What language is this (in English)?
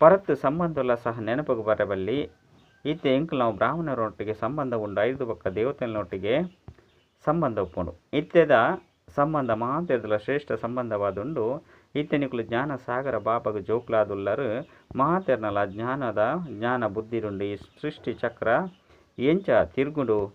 Tulu